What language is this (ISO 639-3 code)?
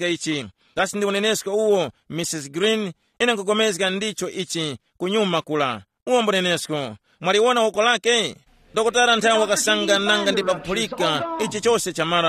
tum